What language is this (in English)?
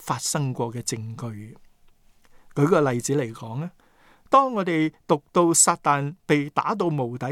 Cantonese